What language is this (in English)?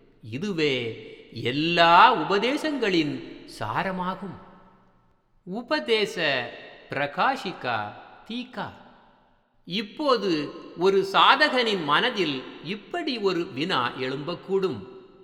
Tamil